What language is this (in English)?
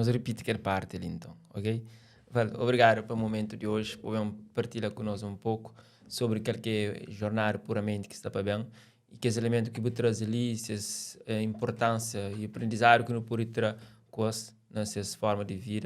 Kabuverdianu